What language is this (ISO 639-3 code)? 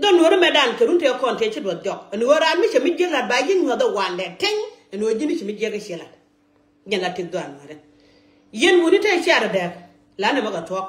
nus